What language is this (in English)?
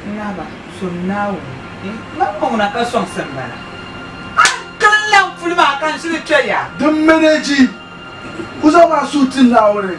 Dagbani